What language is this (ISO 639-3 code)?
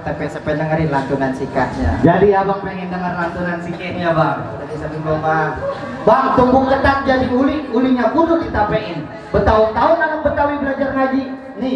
bew